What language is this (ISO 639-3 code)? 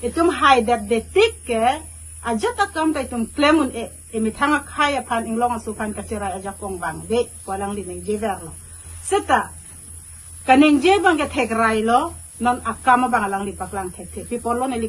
mjw